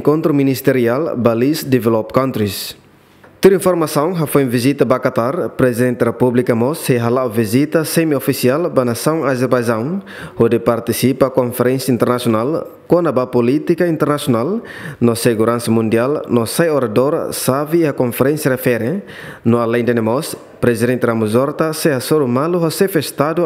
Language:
Tetum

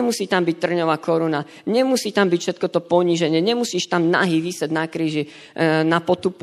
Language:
Slovak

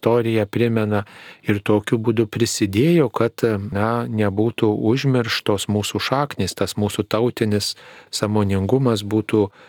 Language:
Lithuanian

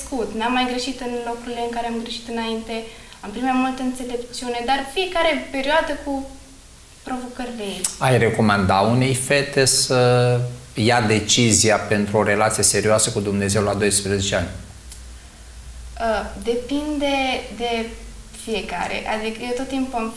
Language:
Romanian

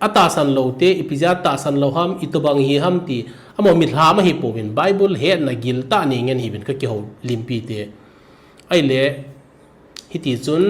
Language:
Thado Chin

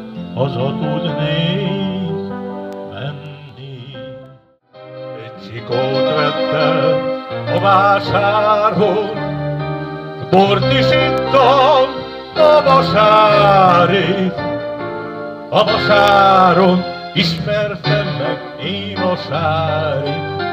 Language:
Hungarian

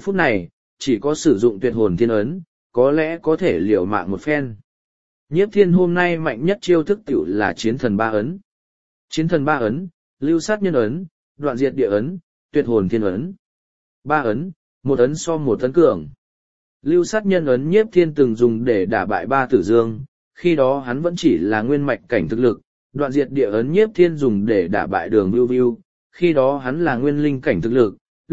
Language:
Vietnamese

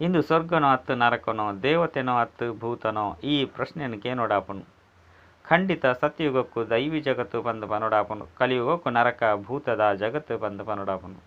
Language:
Tulu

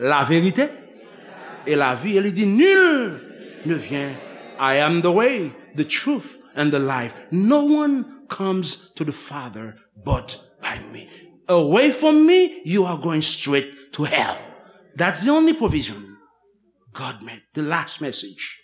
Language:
Haitian Creole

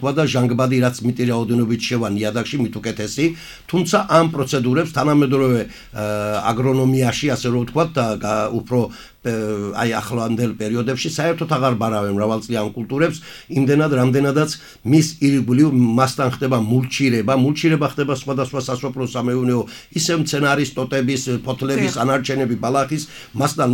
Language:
Georgian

